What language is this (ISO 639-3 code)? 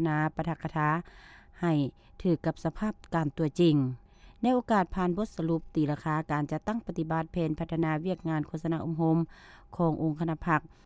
lao